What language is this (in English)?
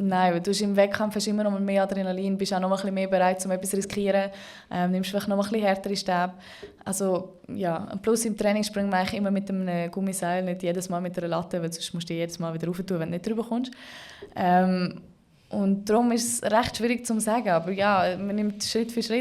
Swiss German